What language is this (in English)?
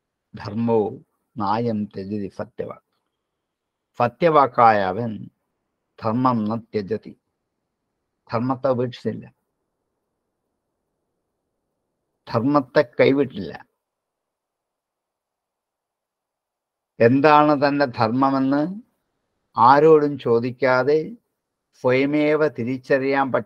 Malayalam